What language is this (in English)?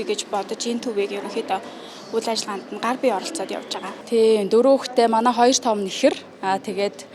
Mongolian